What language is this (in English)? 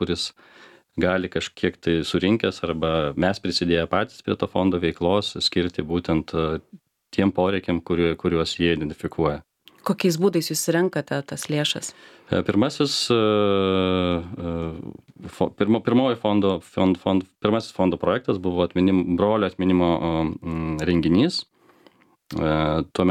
Lithuanian